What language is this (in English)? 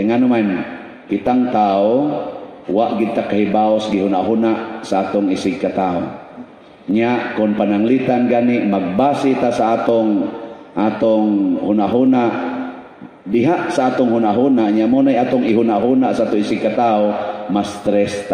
Cebuano